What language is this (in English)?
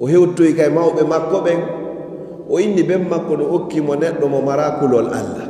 Fula